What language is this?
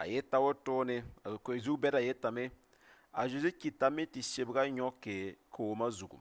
Mossi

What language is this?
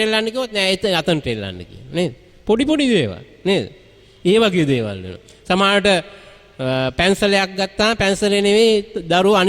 Sinhala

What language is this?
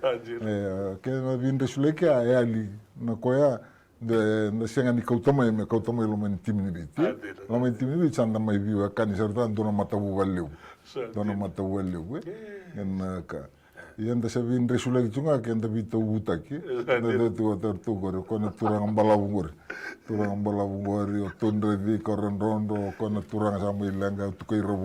Fijian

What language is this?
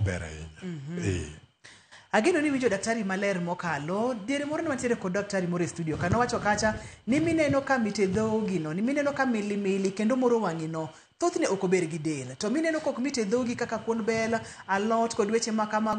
Luo (Kenya and Tanzania)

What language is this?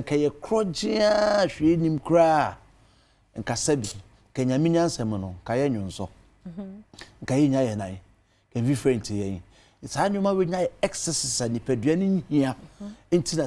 Akan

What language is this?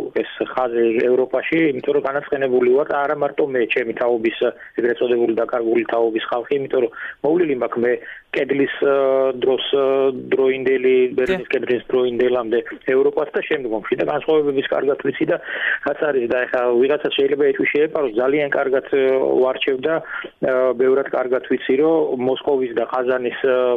Georgian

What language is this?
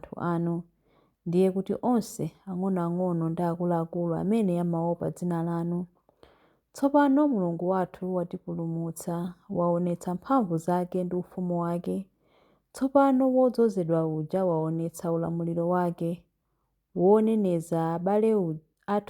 Nyanja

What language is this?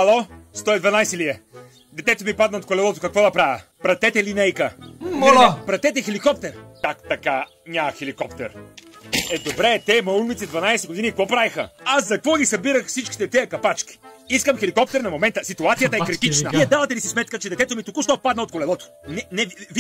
Bulgarian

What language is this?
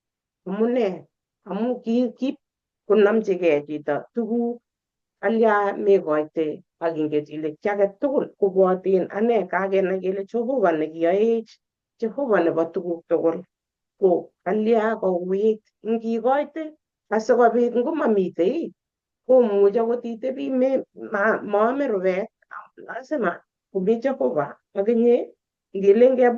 Kalenjin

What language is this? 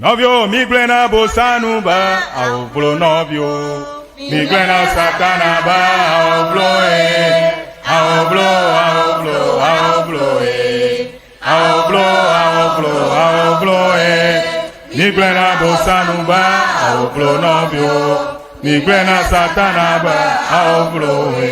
Ewe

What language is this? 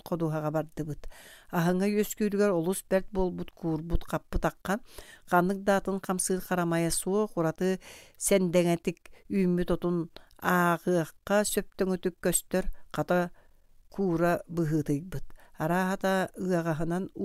Yakut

